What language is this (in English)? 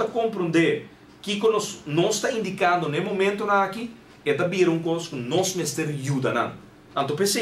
Papiamento